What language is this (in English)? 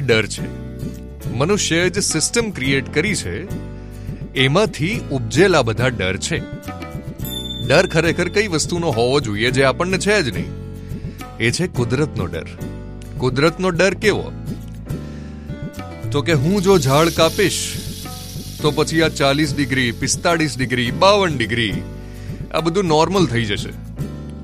Gujarati